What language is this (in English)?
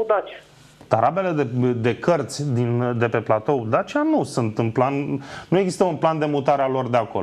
Romanian